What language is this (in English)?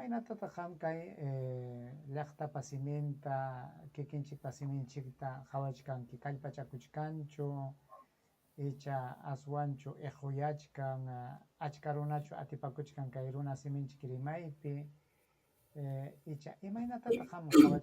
Ayacucho Quechua